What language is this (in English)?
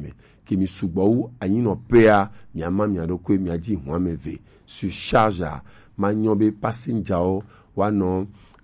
Gen